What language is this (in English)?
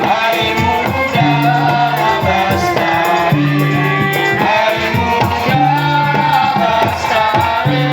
Banjar